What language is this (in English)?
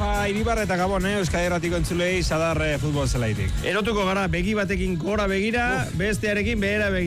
Basque